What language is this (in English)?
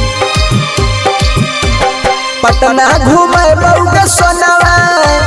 Magahi